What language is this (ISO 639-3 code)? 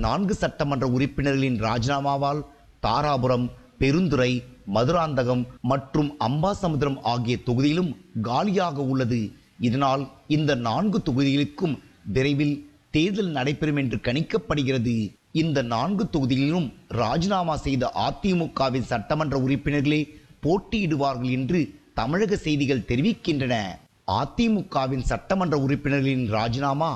tam